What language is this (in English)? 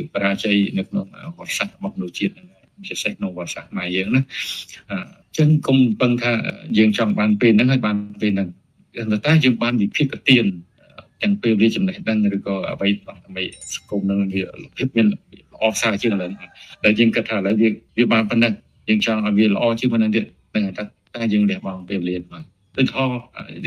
Khmer